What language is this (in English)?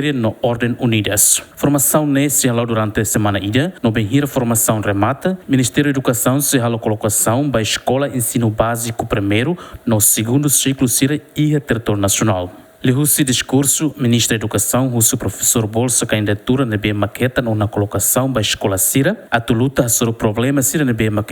Tetum